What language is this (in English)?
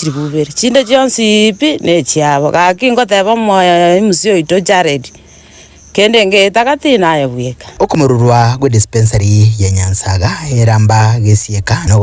Gusii